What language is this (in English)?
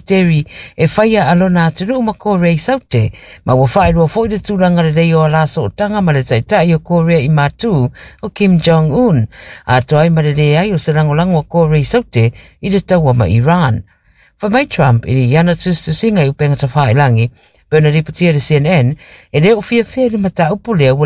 Samoan